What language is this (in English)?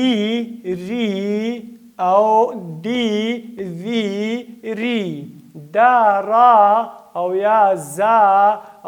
Pashto